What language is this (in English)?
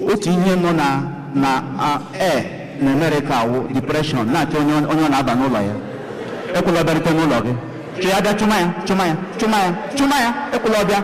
Igbo